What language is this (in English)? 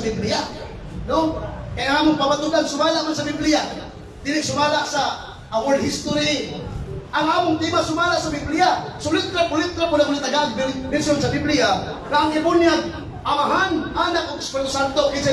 Cebuano